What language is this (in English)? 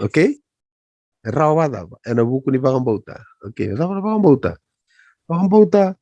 Fijian